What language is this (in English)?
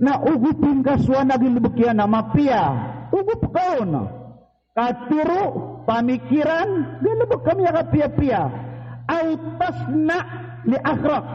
Maranao